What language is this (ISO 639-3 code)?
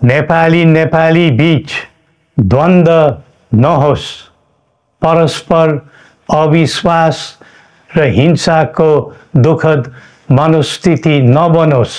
nep